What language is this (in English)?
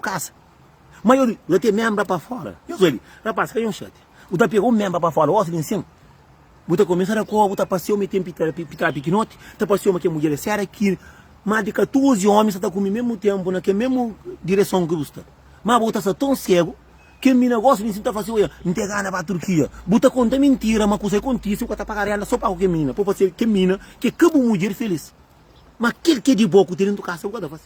Kabuverdianu